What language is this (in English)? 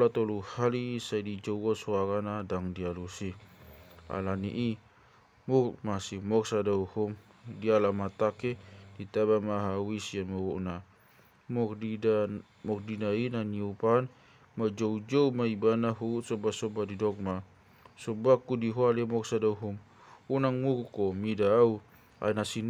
Batak Toba